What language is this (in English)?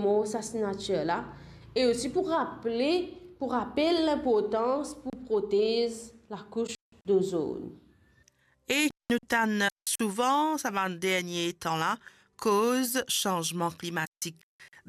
Morisyen